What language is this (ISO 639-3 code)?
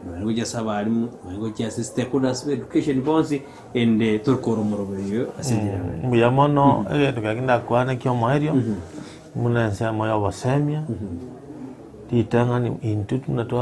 guz